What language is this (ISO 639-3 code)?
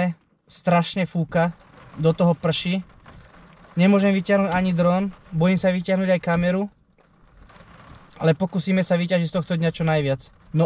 slk